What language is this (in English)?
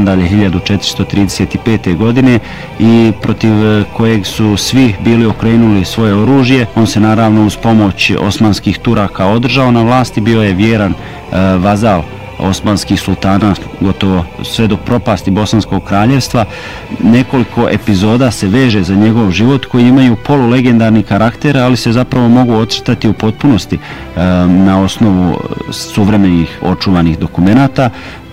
Bosnian